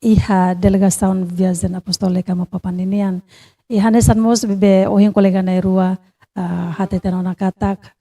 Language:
Tetum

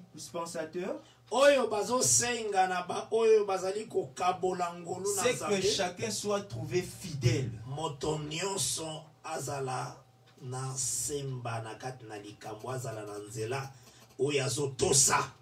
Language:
French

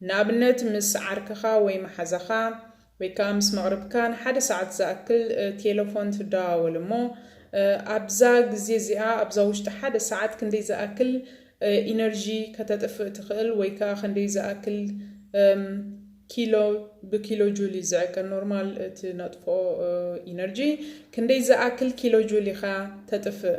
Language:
Tigrinya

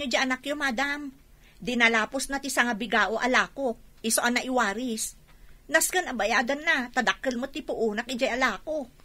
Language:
Iloko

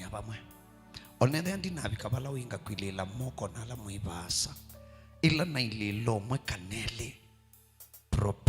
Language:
Kamba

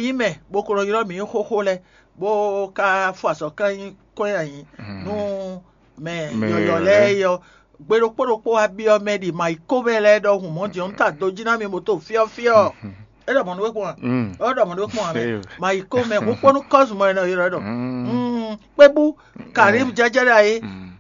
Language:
Fon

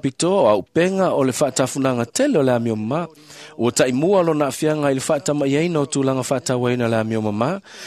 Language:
Samoan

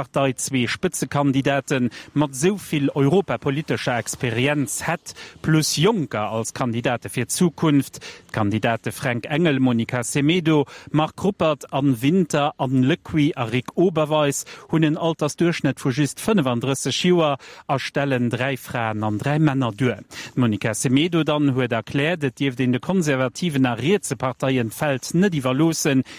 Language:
Luxembourgish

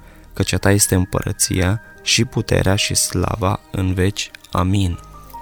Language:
Romanian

